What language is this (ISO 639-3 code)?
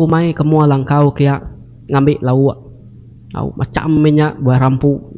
iba